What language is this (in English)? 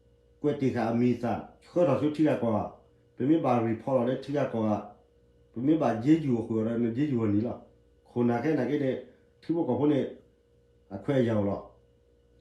S'gaw Karen